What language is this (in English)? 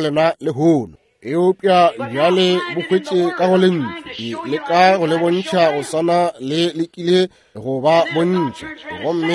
Northern Sotho